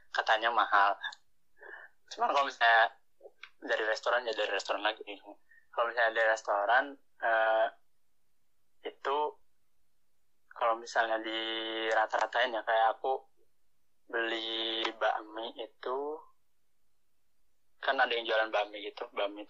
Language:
Indonesian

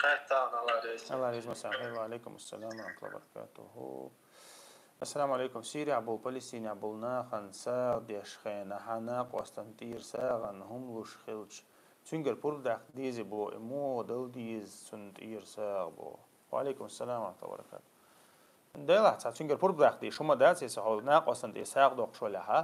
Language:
Chechen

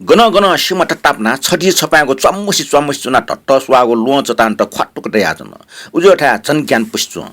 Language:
Newari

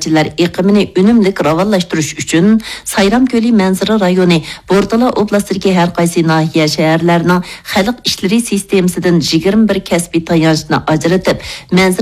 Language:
Uyghur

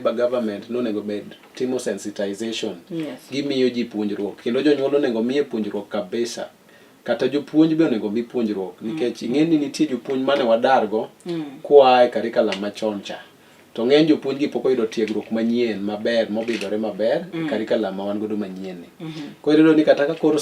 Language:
Luo (Kenya and Tanzania)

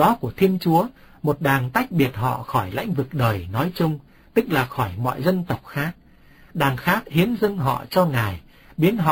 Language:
Vietnamese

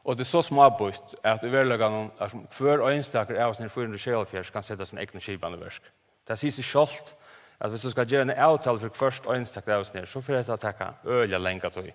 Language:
Faroese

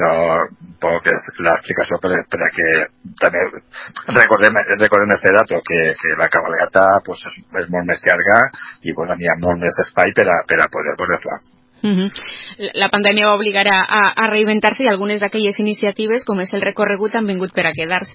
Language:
Catalan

